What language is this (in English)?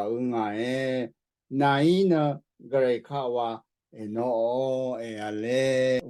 Rawang